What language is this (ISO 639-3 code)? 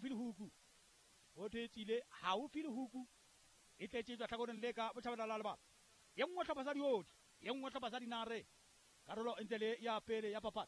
sot